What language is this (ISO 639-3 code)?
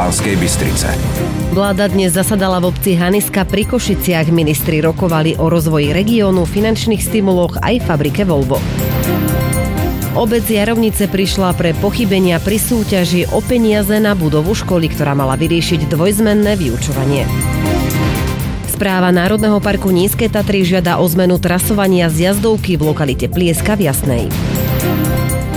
slk